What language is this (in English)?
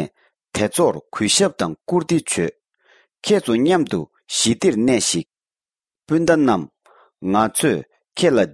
Tibetan